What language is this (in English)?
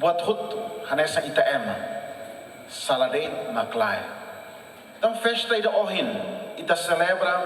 Tetum